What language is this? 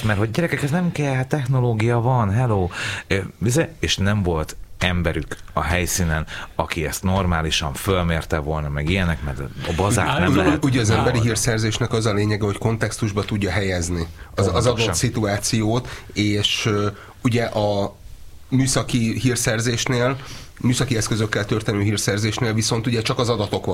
Hungarian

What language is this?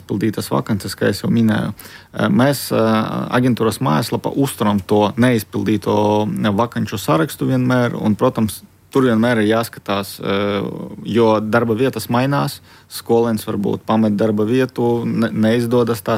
Latvian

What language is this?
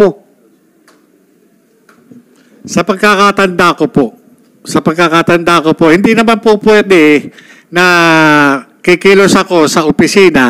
Filipino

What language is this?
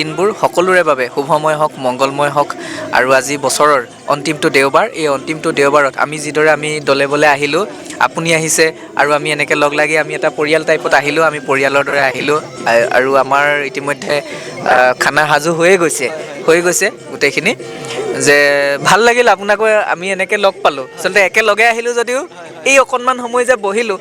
Assamese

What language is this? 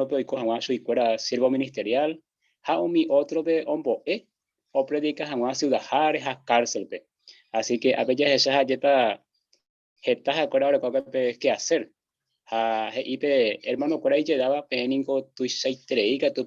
Guarani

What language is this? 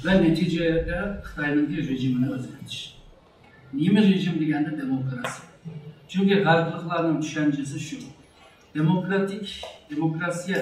Uyghur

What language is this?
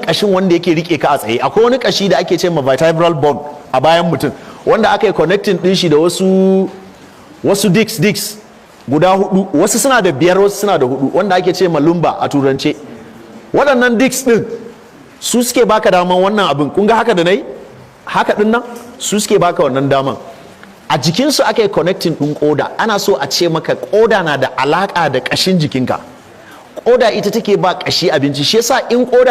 Hausa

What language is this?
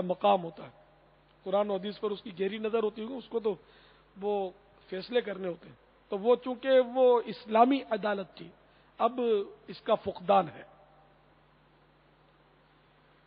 Urdu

